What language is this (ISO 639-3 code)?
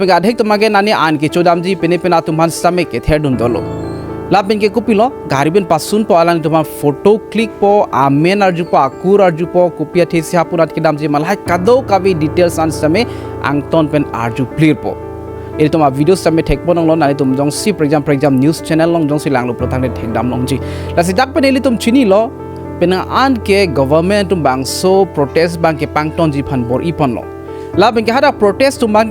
mjw